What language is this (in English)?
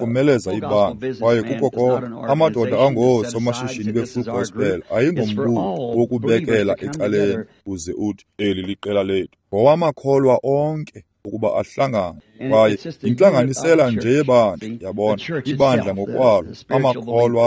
Xhosa